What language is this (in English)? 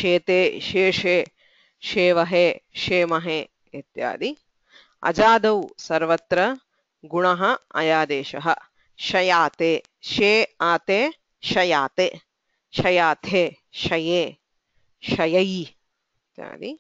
Sanskrit